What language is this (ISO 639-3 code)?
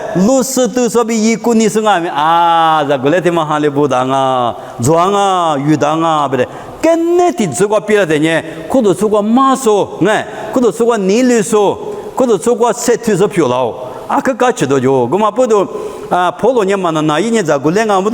lis